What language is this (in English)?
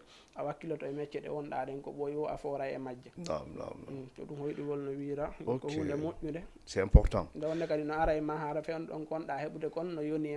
Fula